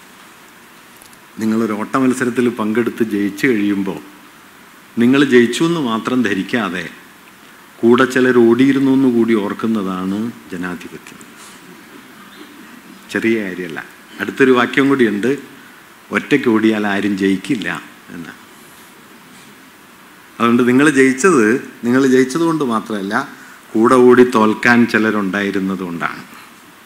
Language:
Malayalam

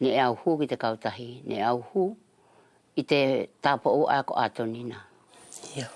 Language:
Wallisian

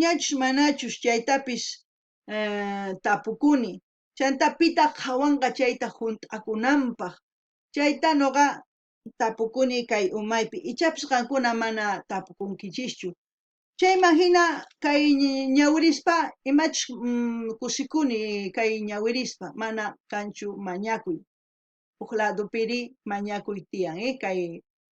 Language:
South Bolivian Quechua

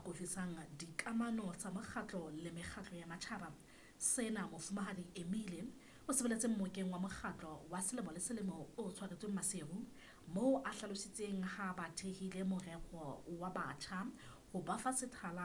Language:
Southern Sotho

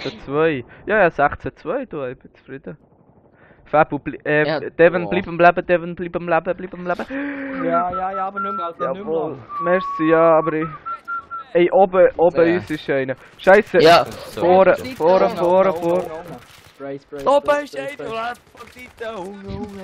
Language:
Swiss German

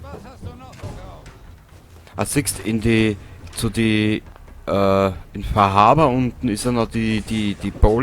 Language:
Bavarian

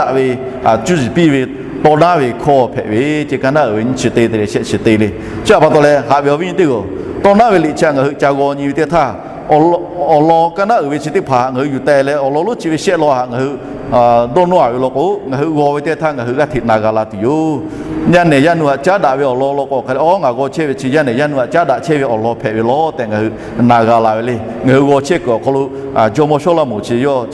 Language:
Lahu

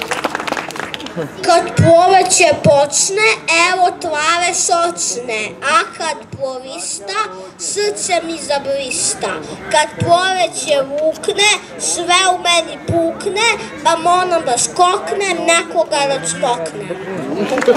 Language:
Serbian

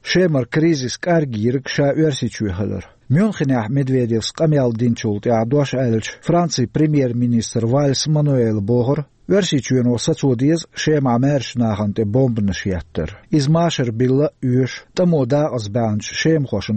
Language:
Chechen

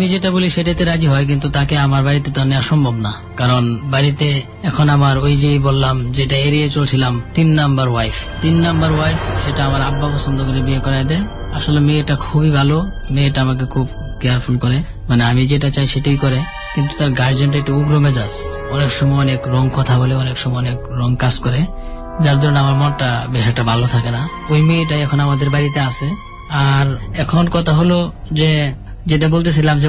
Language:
Bangla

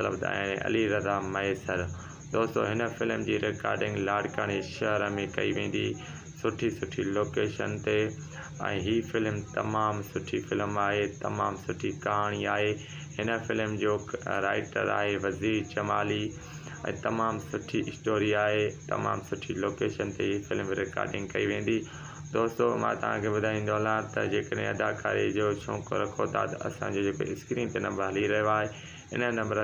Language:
Sindhi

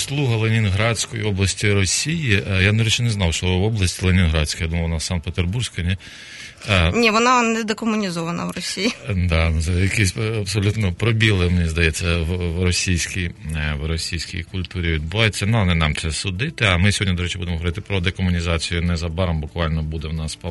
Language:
Ukrainian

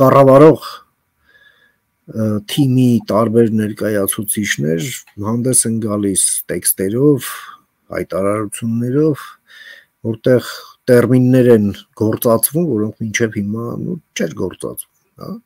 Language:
Armenian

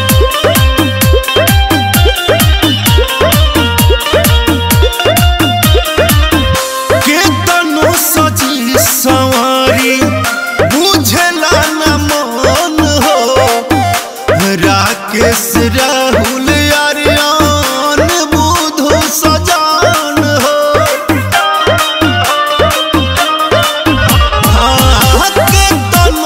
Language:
Bhojpuri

